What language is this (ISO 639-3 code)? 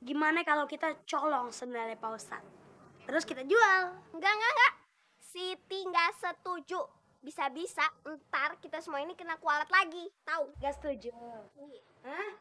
bew